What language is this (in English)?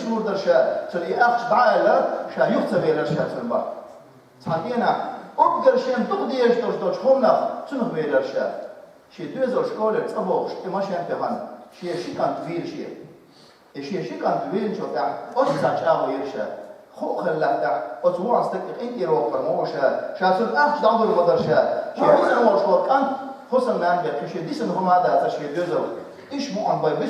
Chechen